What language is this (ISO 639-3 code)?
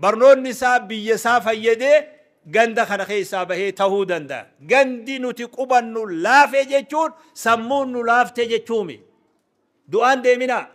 orm